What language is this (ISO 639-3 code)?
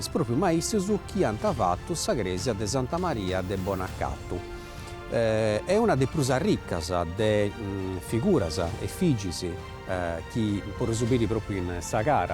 srd